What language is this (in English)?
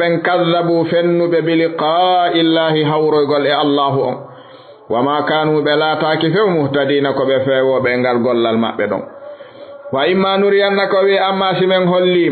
Fula